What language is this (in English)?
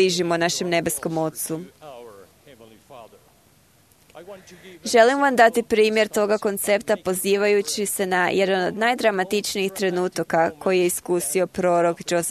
Croatian